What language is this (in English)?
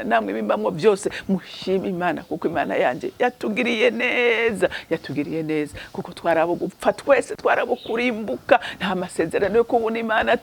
Rundi